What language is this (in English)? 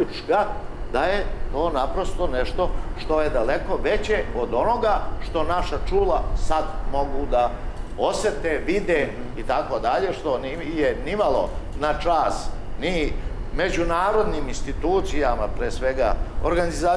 Serbian